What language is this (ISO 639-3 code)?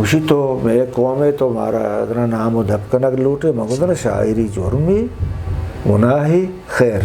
bgp